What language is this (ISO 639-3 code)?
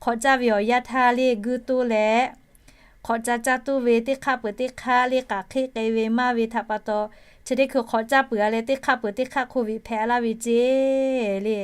lhu